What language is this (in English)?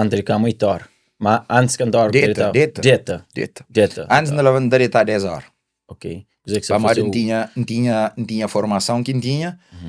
Kabuverdianu